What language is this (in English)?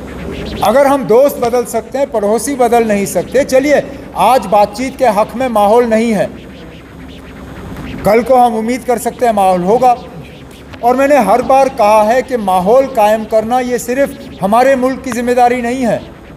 Hindi